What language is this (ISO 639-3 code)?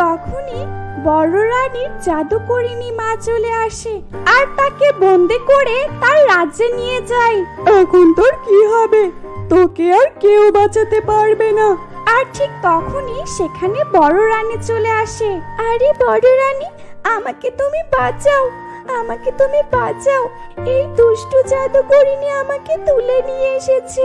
ben